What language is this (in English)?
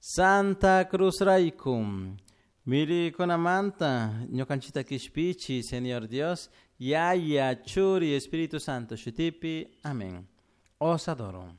Chimborazo Highland Quichua